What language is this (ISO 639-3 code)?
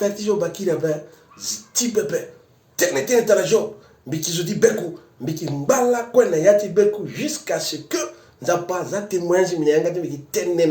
sag